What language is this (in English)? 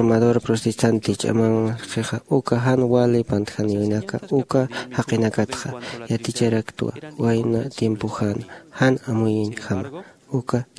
Aymara